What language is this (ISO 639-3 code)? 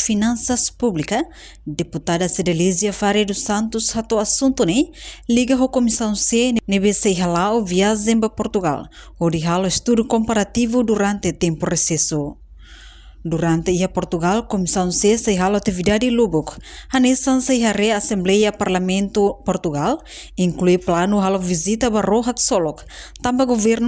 tet